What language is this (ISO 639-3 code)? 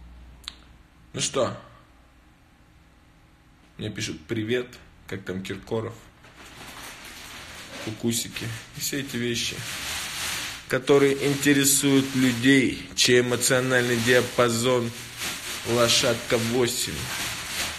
rus